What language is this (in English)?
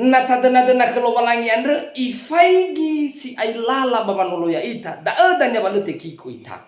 Nias